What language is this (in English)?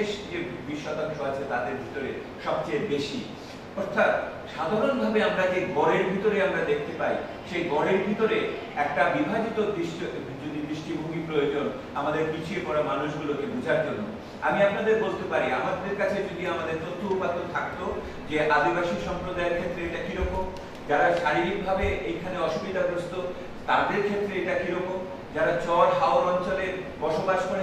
Bangla